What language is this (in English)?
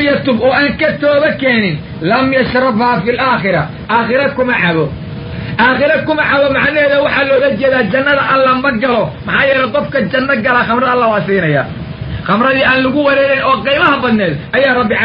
Somali